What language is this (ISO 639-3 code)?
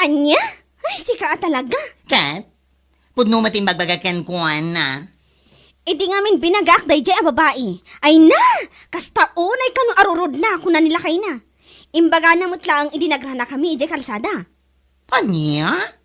ilo